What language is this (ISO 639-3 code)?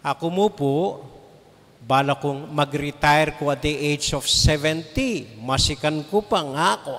pam